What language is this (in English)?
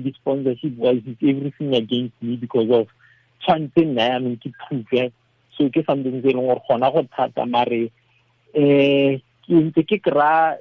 Tswana